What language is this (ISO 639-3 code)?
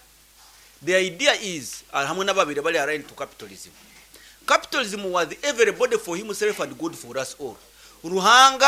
nyn